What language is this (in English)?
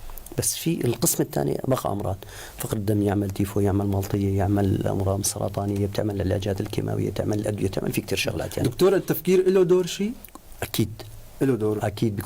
North Levantine Arabic